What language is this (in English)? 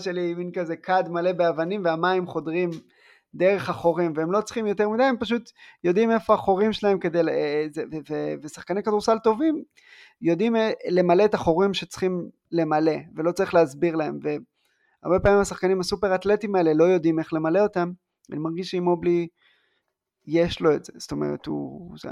Hebrew